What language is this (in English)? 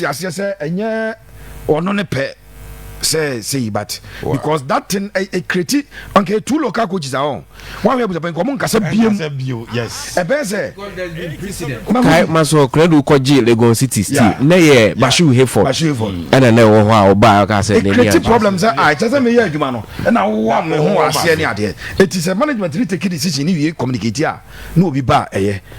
Akan